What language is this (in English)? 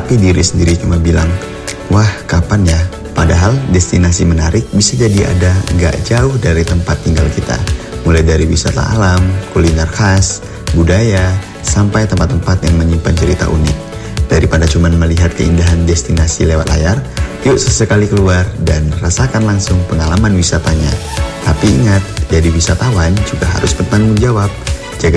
Indonesian